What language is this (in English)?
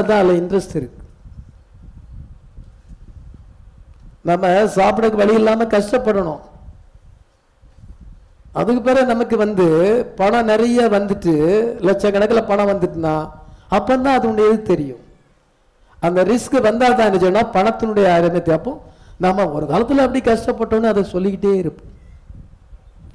Tamil